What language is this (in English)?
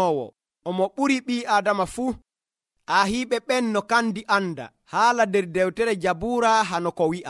Nigerian Fulfulde